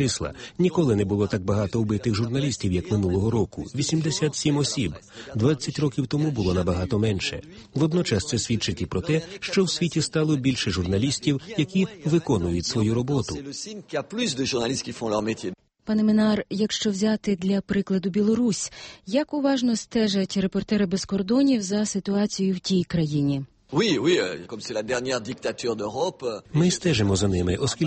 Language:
Ukrainian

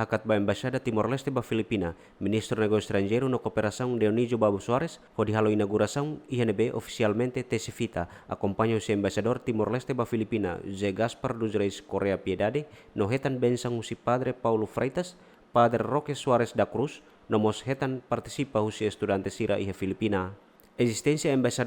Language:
Tetum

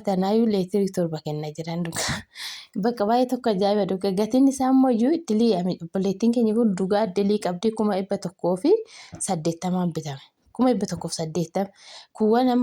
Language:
Oromo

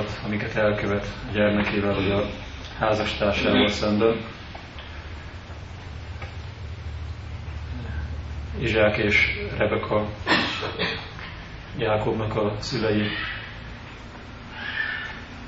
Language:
Hungarian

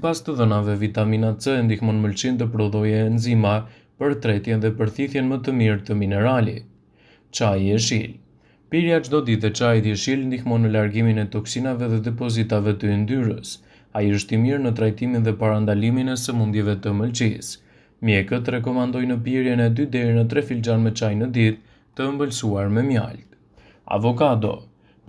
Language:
Albanian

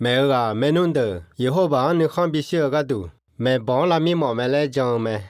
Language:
Akha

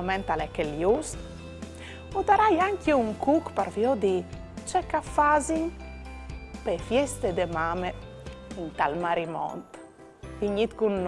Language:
Friulian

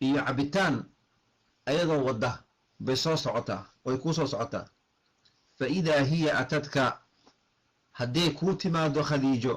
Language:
Somali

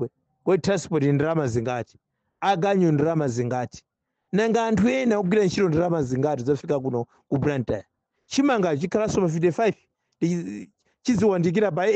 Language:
Nyanja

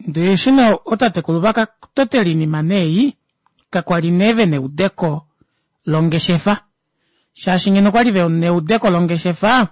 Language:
Kuanyama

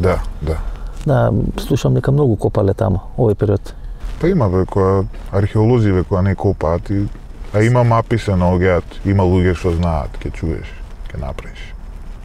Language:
Macedonian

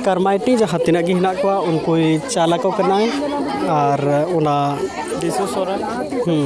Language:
Santali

